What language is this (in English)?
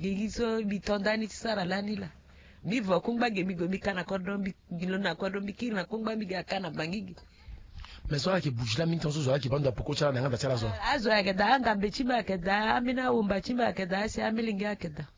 Sango